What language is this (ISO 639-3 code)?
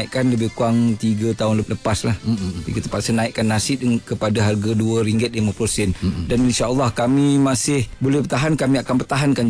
msa